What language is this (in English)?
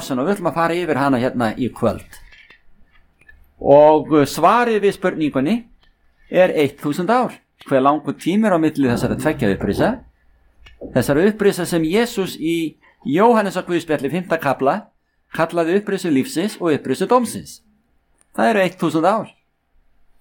Icelandic